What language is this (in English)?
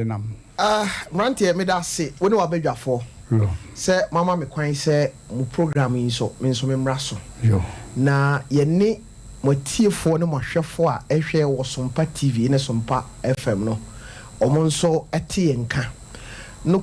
Akan